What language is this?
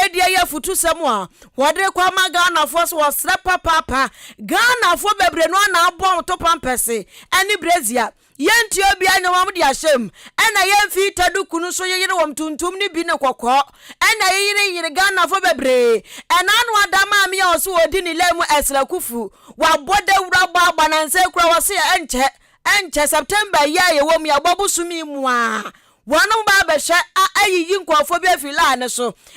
Akan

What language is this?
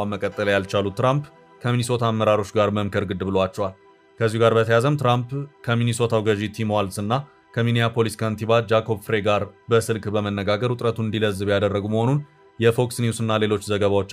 Amharic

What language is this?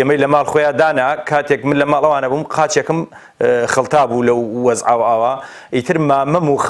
Central Kurdish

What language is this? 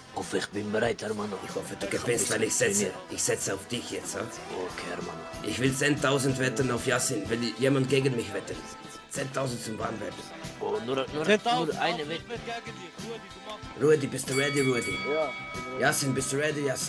Swiss German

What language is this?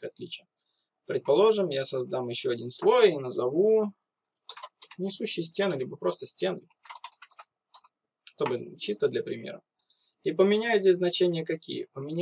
Russian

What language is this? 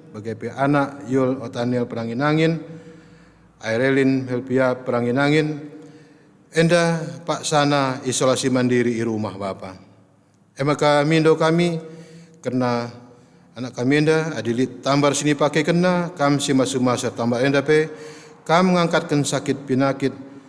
Batak Karo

